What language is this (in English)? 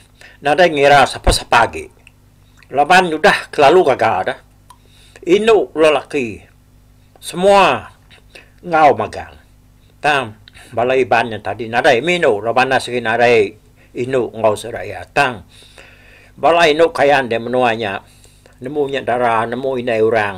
Iban